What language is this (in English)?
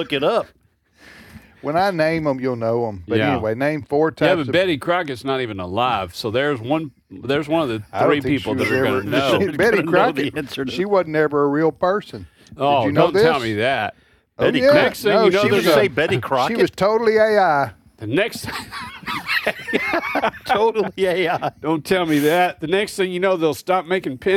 English